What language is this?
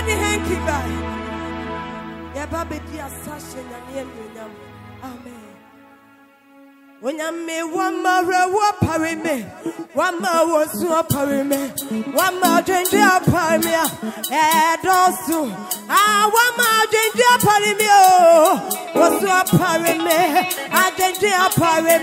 English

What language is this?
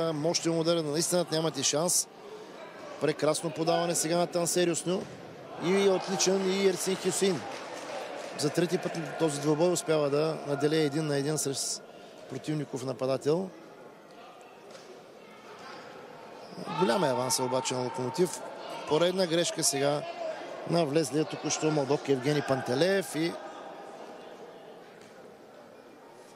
Bulgarian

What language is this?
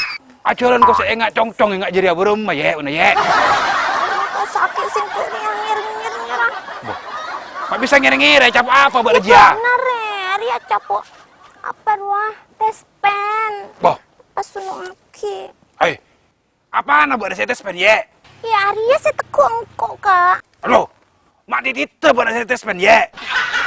Madurese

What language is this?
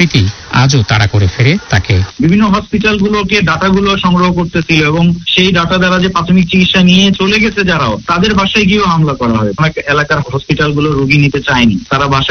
Bangla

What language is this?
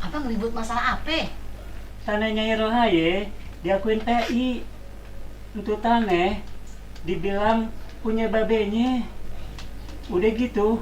Betawi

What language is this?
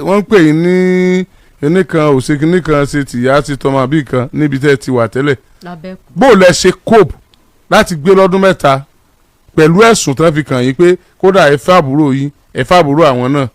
Yoruba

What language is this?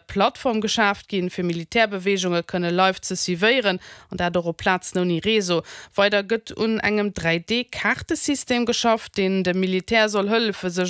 Luxembourgish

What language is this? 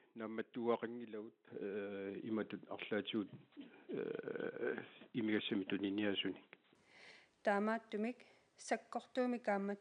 Kalaallisut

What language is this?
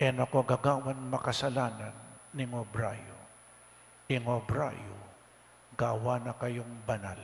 Pampanga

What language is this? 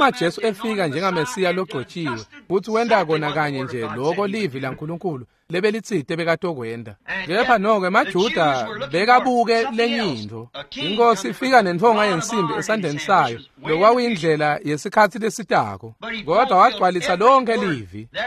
Swati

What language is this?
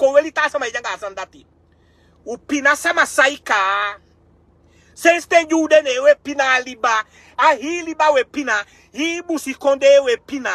Sranan Tongo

